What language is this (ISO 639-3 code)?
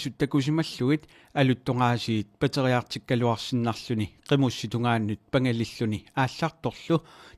kal